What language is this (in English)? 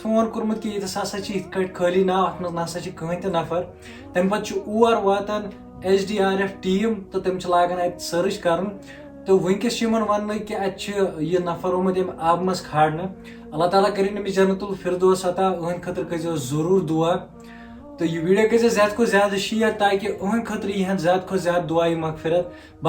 Kashmiri